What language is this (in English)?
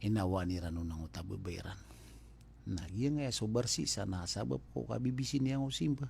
Maranao